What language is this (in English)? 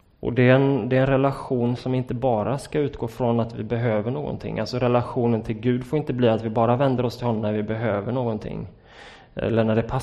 Swedish